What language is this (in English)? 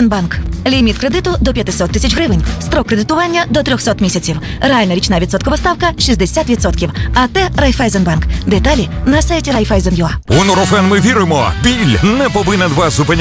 Ukrainian